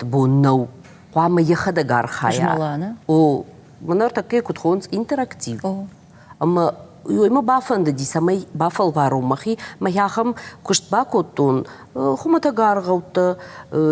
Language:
Ossetic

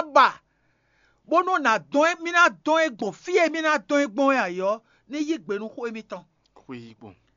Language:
Fon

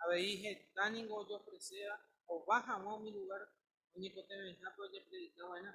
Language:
Guarani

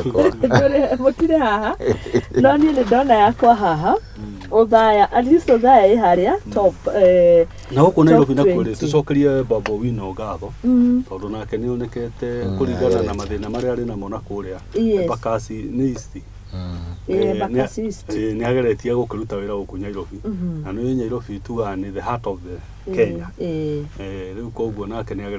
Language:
Kikuyu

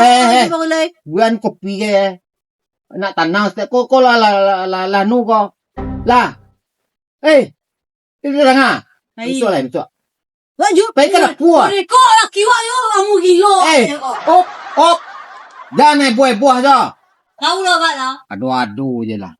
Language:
Minangkabau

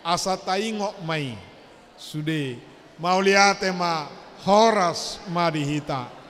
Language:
Batak Toba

